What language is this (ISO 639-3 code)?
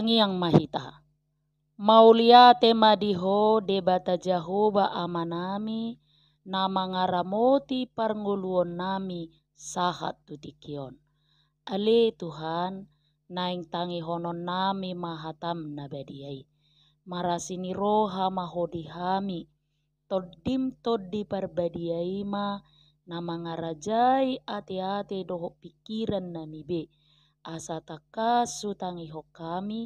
bbc